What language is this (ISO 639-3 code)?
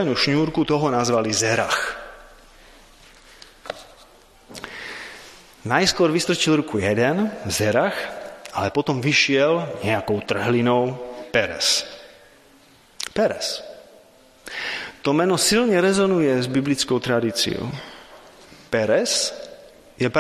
slk